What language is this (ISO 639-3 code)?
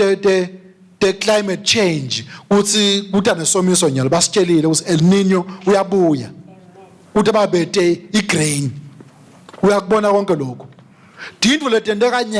ssw